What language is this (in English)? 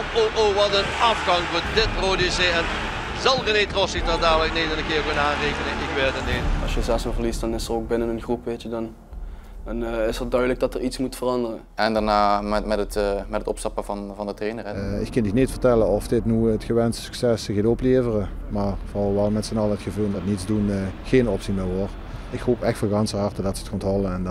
Dutch